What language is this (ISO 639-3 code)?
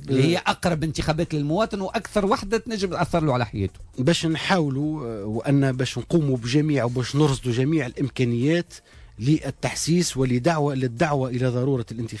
aeb